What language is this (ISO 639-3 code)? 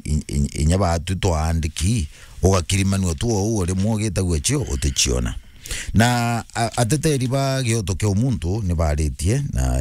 mer